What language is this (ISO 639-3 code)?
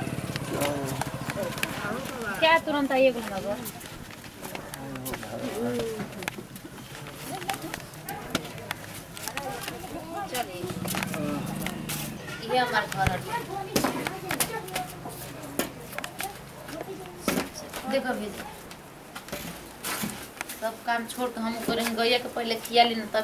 bho